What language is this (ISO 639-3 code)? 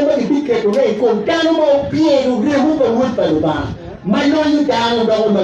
ach